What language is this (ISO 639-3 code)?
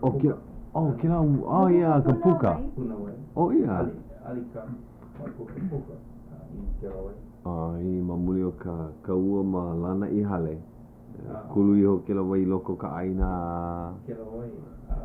haw